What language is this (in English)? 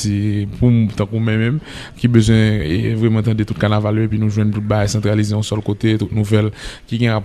Haitian Creole